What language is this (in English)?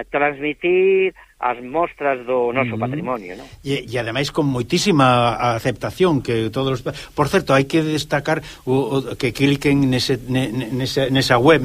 Galician